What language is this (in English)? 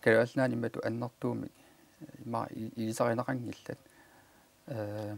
Kalaallisut